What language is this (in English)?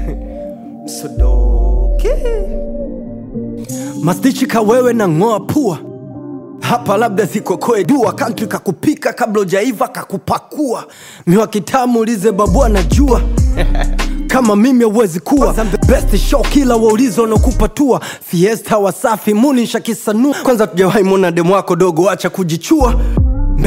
Swahili